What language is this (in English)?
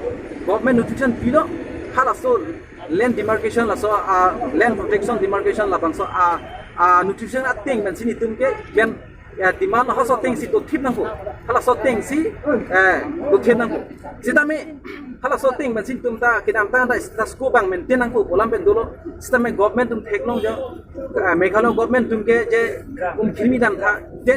Karbi